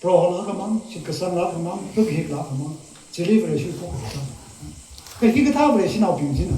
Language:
Tangkhul Naga (India)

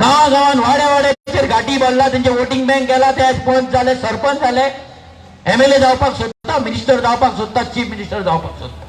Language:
Konkani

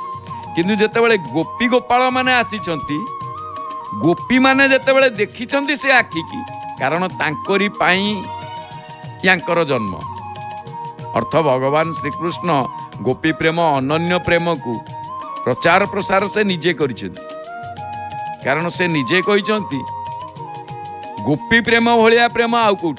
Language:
Odia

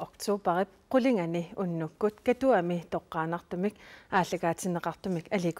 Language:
Kalaallisut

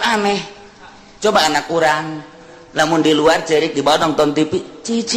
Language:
Sundanese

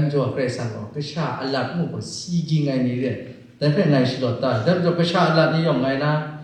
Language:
Kachin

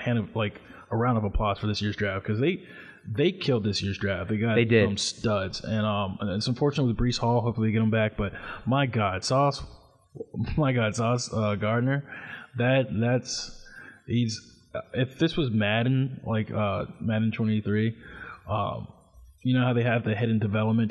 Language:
English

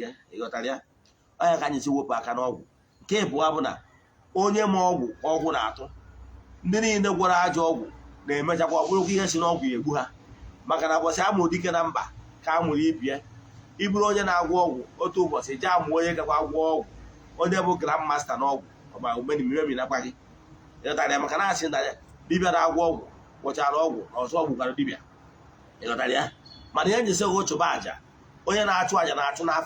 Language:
Igbo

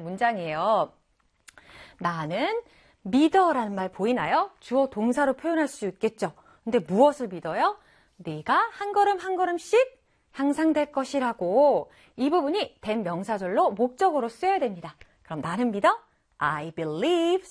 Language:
Korean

